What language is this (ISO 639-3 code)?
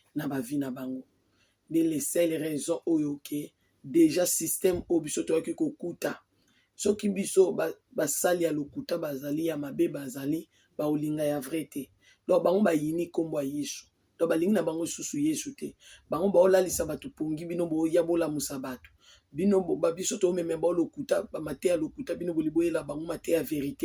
lin